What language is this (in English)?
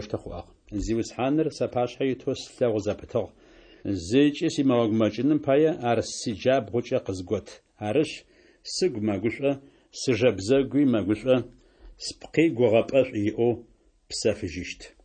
Adyghe